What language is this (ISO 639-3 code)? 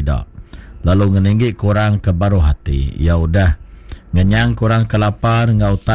iba